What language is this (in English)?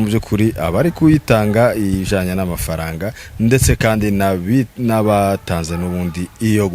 Kinyarwanda